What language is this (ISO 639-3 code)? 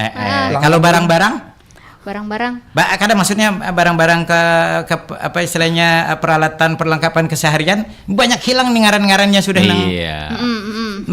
bjn